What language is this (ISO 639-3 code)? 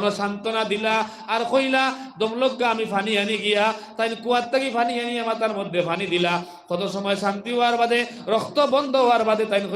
syl